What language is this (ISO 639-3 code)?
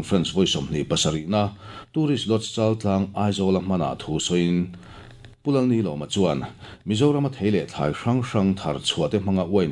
lus